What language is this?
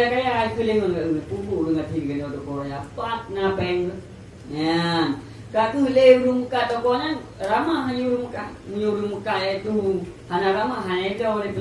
Achinese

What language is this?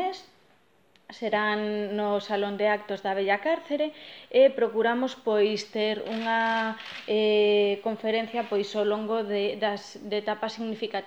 Galician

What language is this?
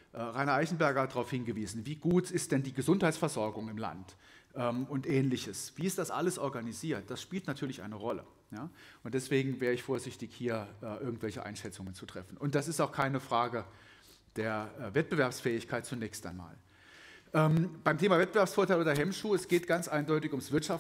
German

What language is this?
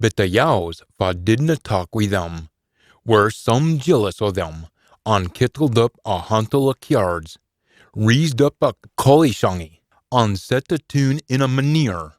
Scots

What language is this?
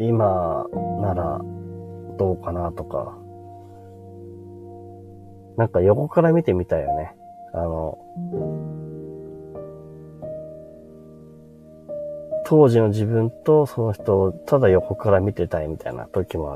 Japanese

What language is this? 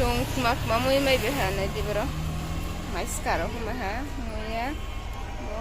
Riang (India)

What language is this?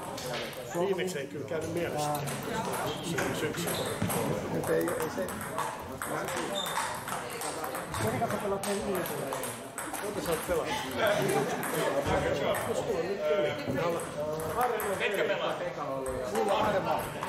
Finnish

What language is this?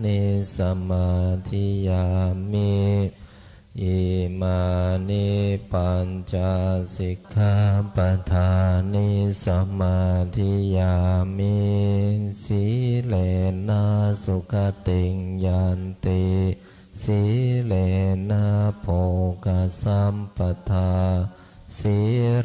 Pali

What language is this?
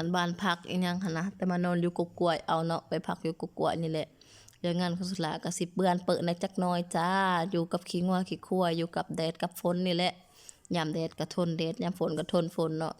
Lao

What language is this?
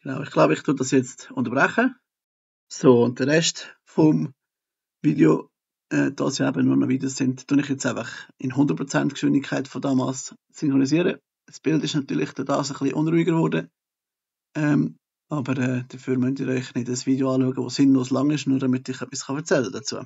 Swiss German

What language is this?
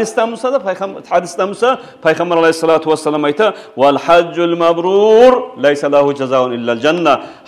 Kumyk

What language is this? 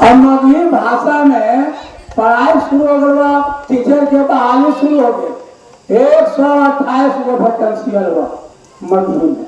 Magahi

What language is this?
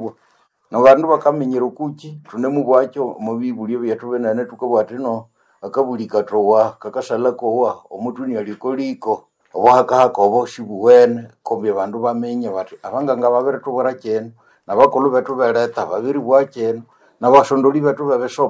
Nande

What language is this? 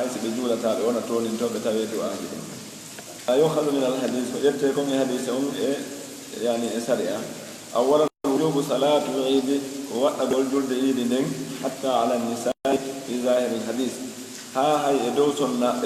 Pular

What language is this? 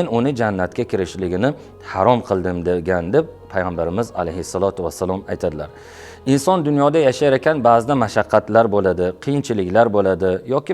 Uzbek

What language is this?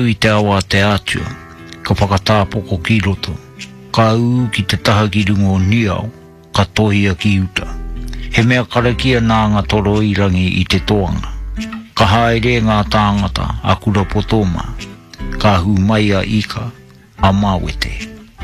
Māori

